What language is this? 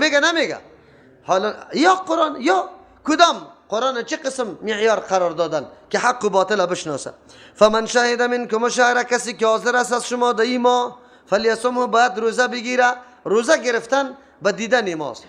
Persian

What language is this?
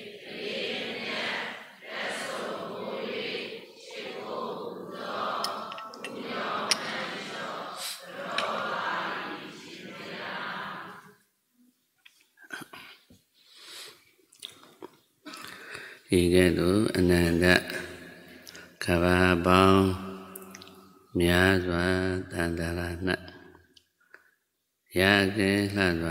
Burmese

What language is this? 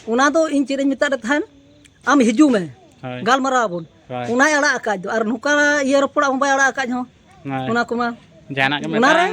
Santali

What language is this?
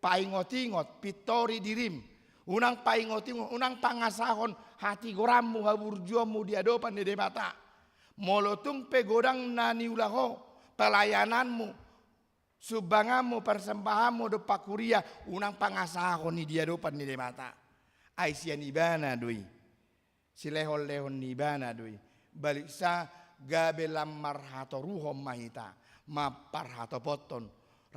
Batak Toba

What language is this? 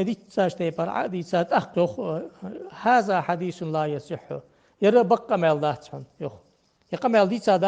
Ingush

